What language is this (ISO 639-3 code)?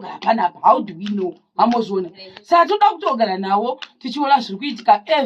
sna